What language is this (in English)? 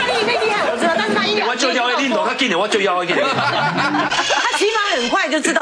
Chinese